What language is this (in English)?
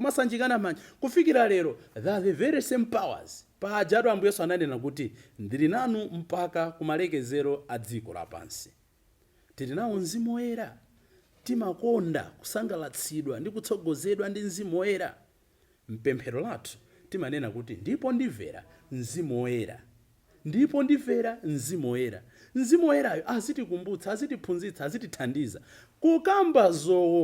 Nyanja